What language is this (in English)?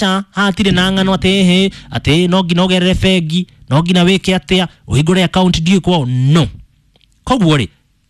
Kikuyu